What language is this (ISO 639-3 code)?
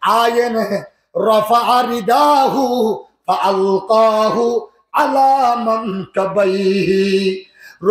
rhg